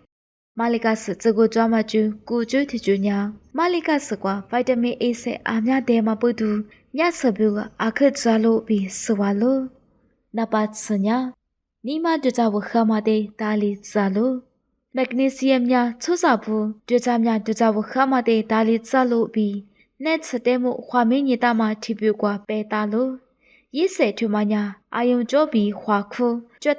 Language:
Lisu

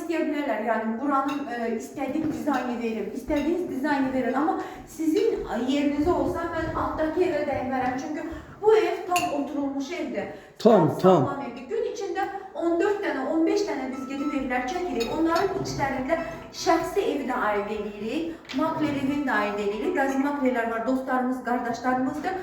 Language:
Azerbaijani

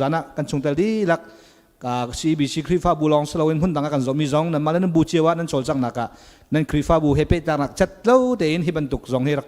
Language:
Hakha Chin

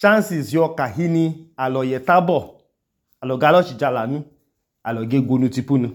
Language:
Idoma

